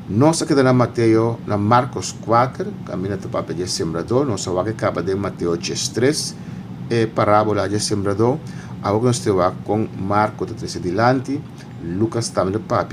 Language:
Papiamento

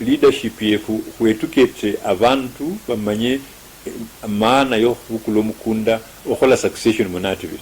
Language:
Luyia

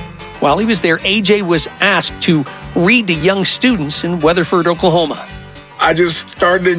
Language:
English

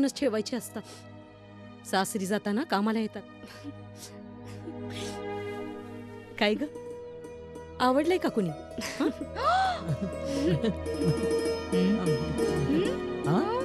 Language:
Marathi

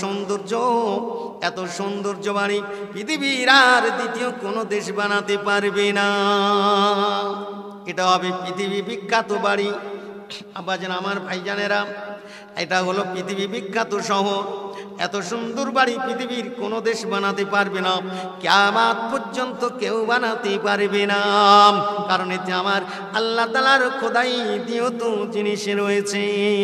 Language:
Bangla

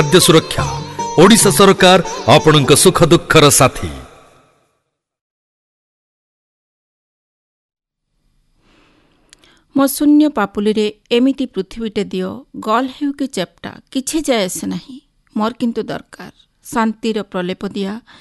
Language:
Odia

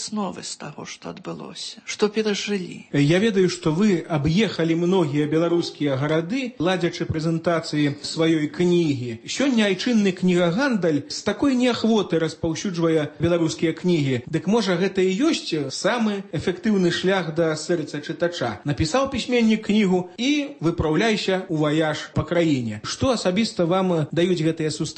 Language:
Belarusian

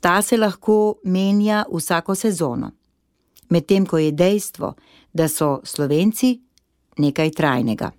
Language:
Slovenian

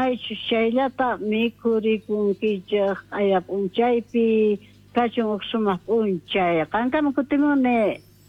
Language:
Quechua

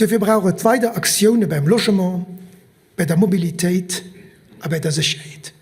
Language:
Luxembourgish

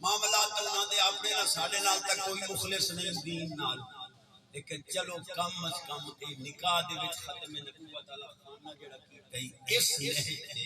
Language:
Saraiki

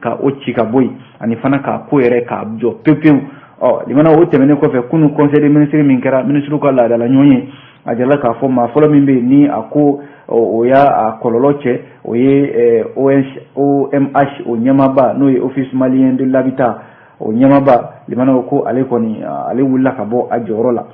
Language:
Bambara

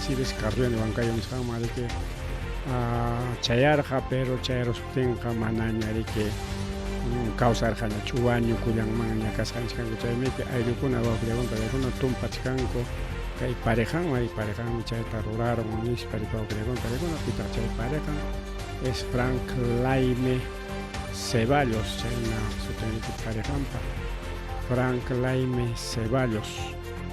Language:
Ayacucho Quechua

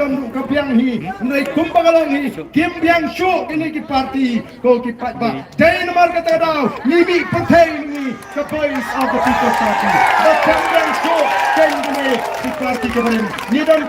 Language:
Khasi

